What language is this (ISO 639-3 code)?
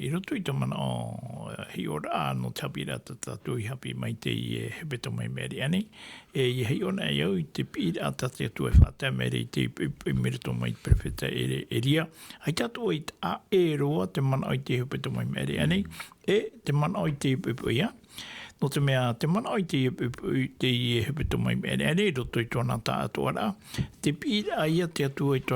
tah